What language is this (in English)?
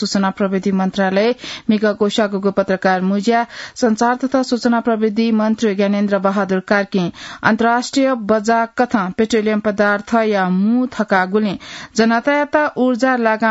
Newari